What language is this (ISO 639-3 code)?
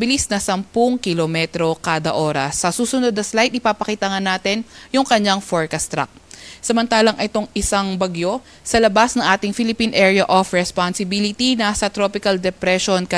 fil